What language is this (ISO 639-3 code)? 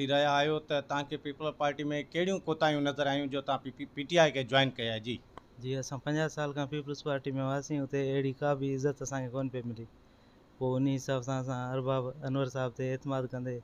snd